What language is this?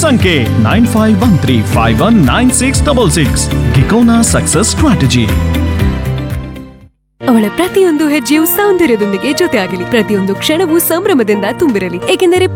Kannada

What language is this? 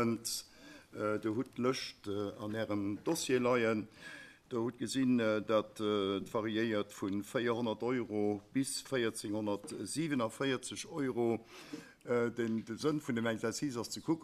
Luxembourgish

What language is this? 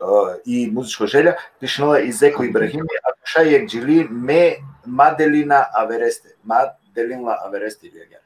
Balkan Romani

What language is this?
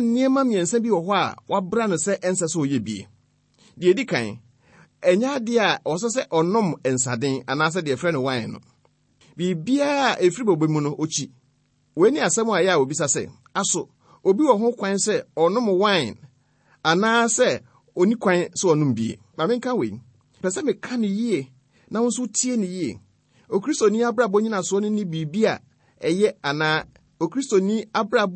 Akan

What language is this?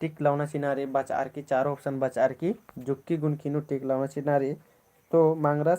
Kurukh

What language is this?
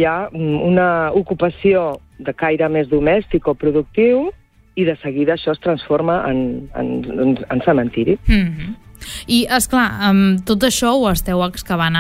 Catalan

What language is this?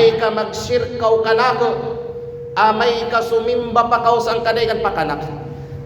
Kalagan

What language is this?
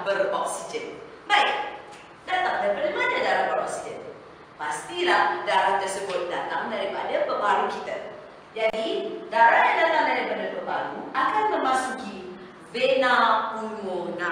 Malay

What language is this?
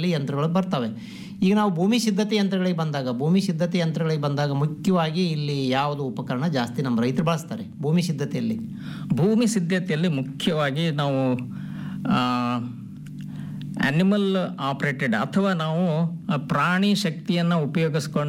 Kannada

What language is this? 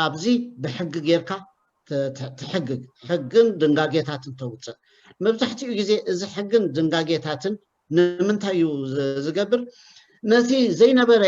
Tigrinya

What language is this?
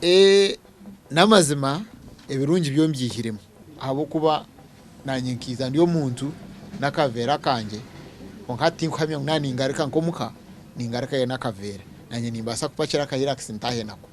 Nyankole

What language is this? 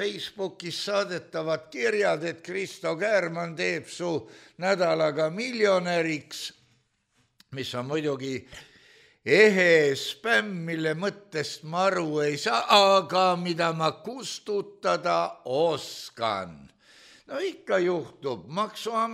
Estonian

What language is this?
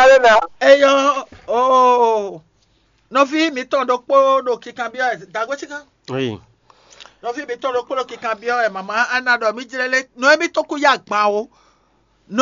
Fon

